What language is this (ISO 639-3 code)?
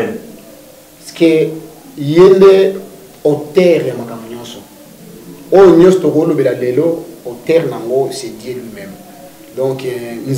lin